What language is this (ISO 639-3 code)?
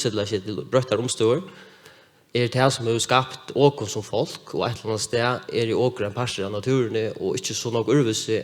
fao